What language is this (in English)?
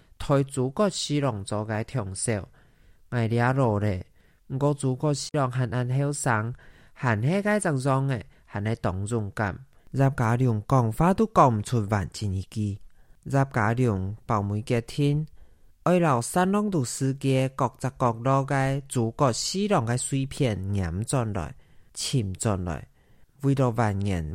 Hakka Chinese